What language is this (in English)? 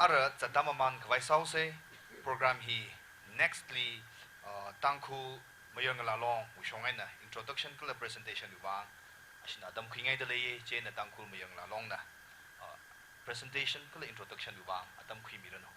Tangkhul Naga (India)